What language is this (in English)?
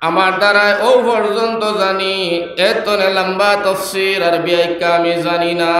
Sylheti